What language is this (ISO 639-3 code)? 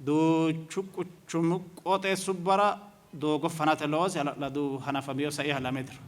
sid